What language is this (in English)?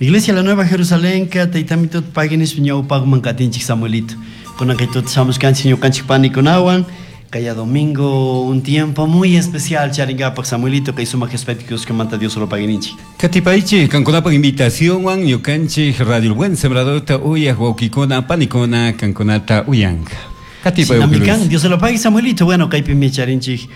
Chimborazo Highland Quichua